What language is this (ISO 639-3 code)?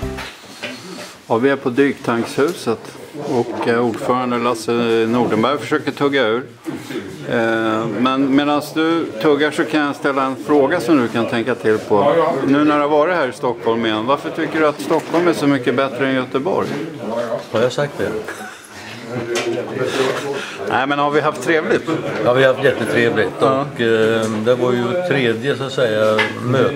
swe